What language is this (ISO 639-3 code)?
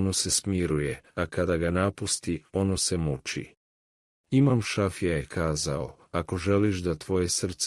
mkd